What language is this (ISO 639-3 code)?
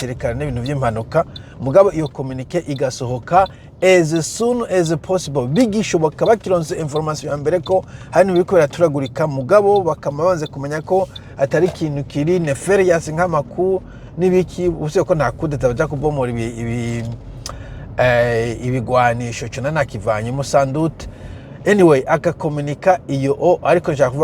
run